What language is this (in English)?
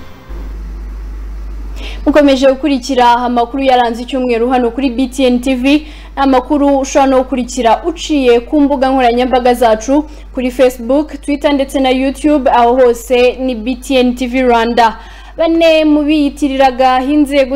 Kinyarwanda